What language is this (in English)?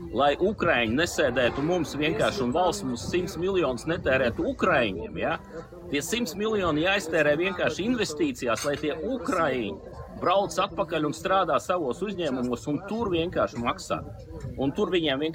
Latvian